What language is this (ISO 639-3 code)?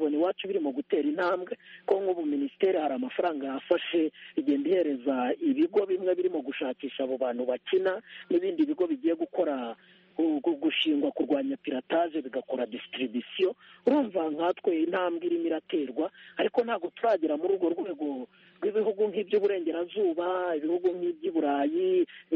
kin